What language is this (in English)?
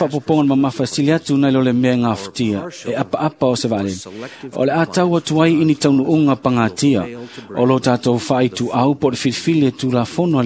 Samoan